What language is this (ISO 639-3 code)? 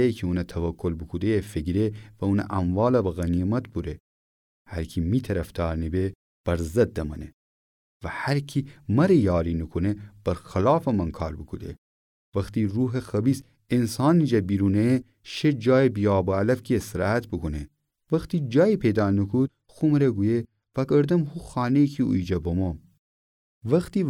glk